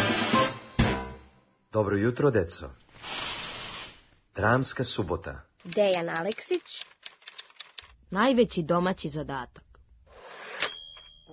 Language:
Serbian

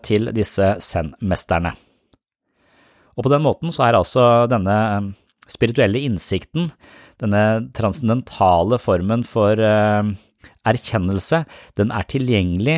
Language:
Norwegian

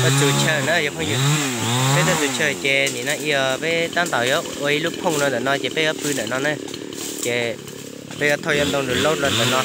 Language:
Hmong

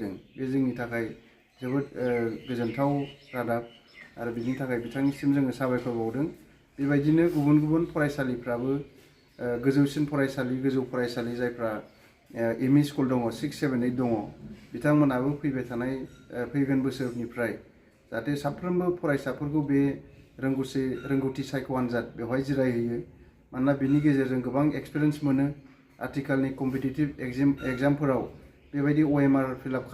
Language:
Bodo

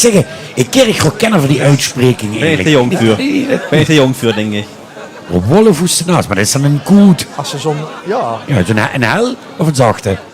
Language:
Limburgish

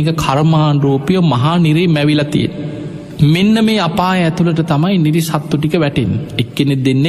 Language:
Sinhala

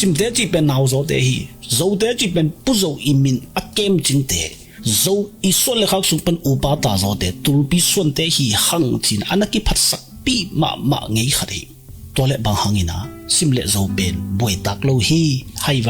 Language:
Tedim Chin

